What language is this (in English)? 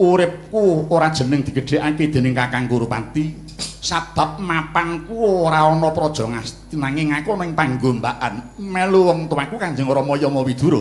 Javanese